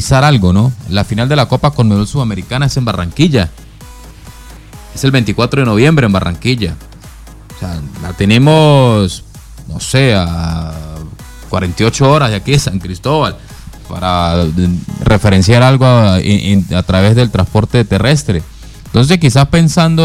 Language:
Spanish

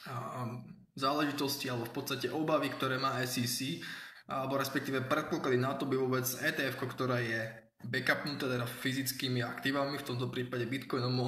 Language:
Slovak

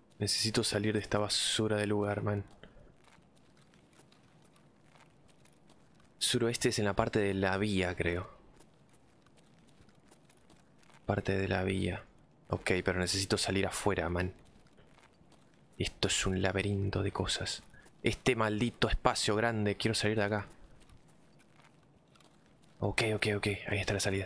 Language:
Spanish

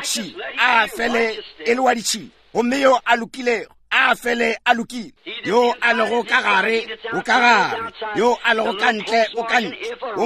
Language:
Northern Sotho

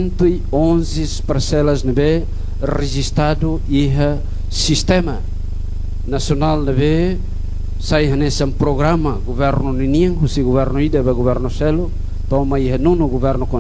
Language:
Tetum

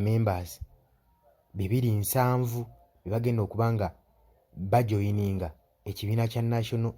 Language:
Ganda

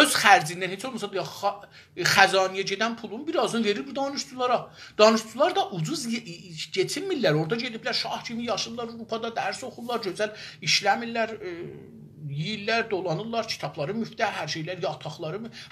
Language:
South Azerbaijani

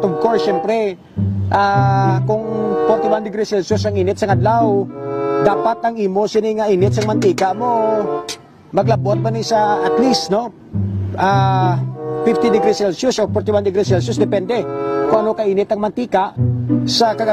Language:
Hiligaynon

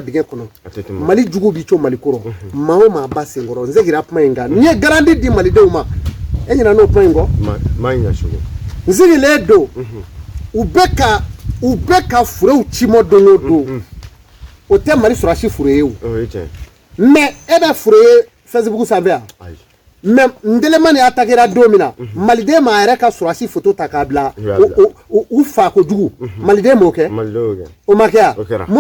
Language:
Bambara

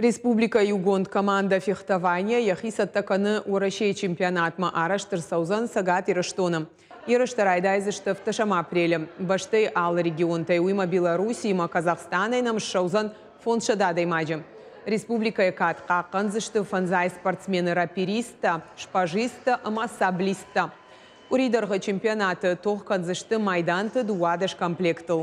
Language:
Ossetic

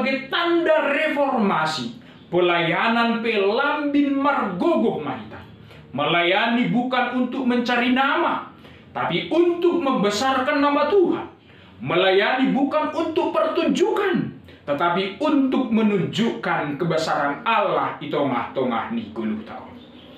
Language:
Batak Simalungun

